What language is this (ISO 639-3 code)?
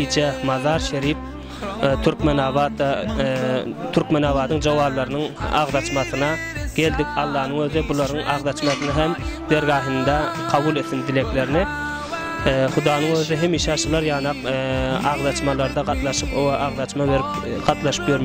tuk